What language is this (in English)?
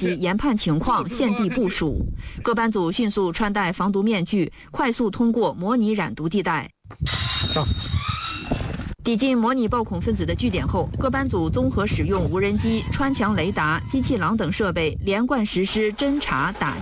Chinese